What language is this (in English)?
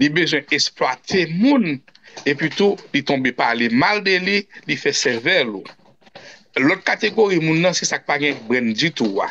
Haitian Creole